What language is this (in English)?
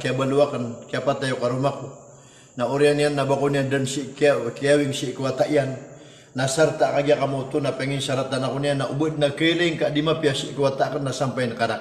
Maranao